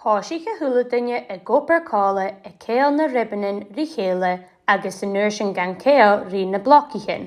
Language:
Scottish Gaelic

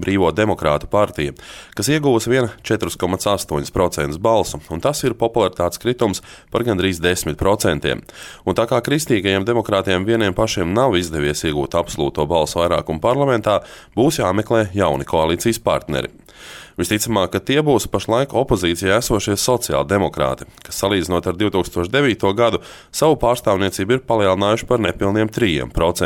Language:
Latvian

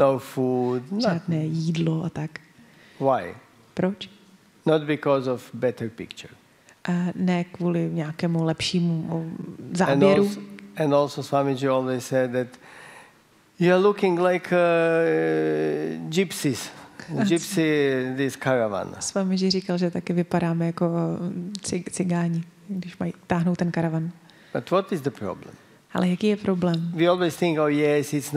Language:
Czech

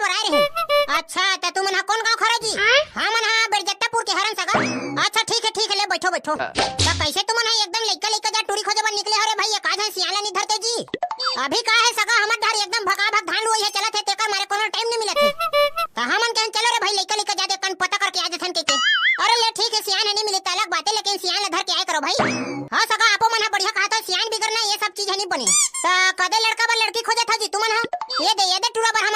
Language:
Chhattisgarhi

